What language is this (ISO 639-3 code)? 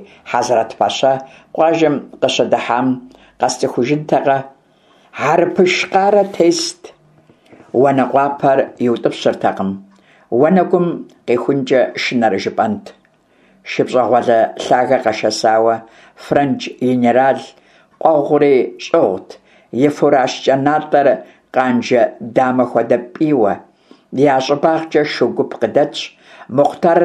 kbd